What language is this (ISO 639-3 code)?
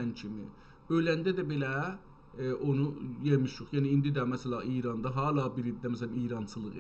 azb